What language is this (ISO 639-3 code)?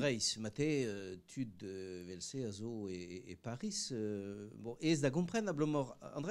bre